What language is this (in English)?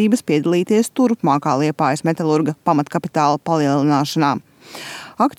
Latvian